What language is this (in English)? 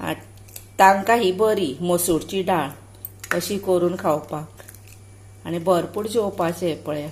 Konkani